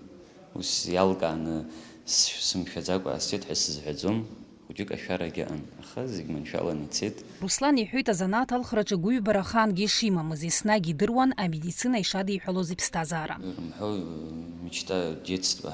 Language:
Abkhazian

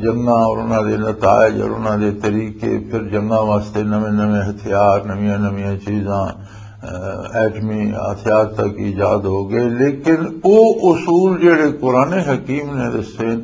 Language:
Western Panjabi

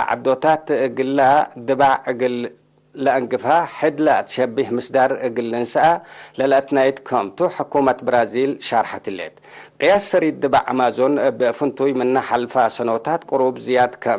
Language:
Tigre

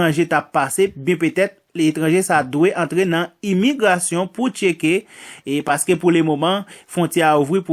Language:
Haitian Creole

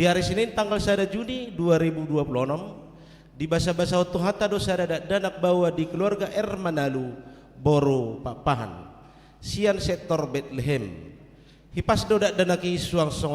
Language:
Batak Toba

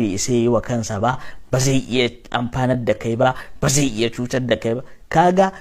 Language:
Hausa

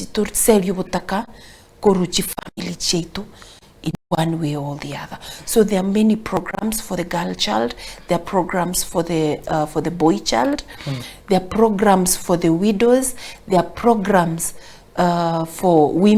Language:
Gusii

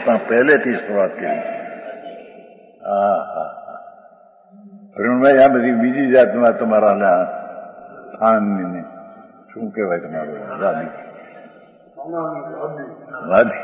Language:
Gujarati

